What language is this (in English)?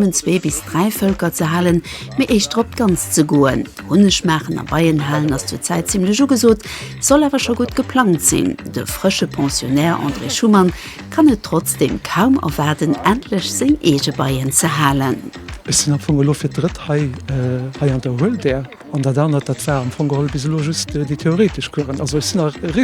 Luxembourgish